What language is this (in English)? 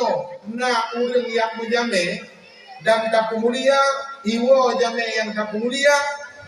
Achinese